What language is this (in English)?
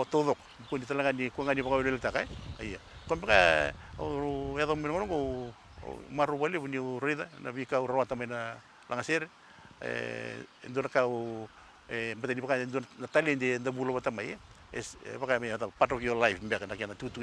Fijian